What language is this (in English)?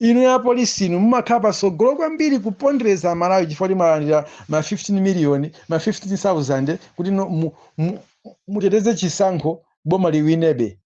Nyanja